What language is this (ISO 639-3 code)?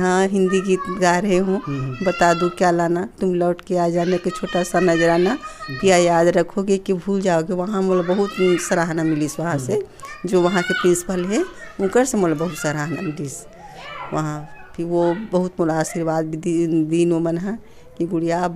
hne